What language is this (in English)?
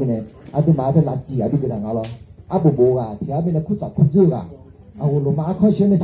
Akha